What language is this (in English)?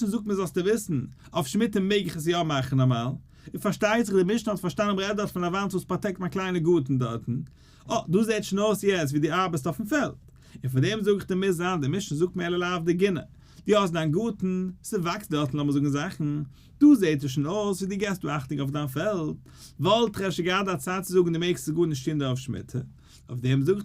Yiddish